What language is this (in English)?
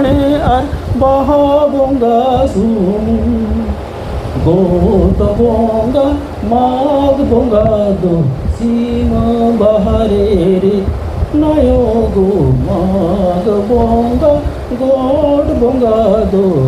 Santali